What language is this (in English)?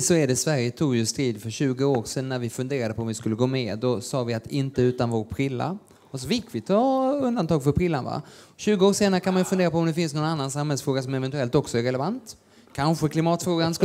Swedish